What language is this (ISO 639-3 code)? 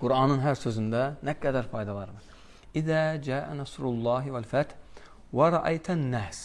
aze